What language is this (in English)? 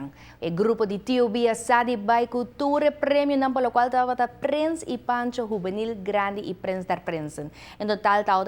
Papiamento